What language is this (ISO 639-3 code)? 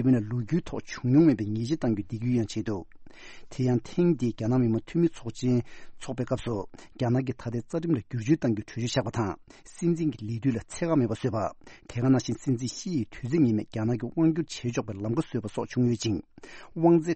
bod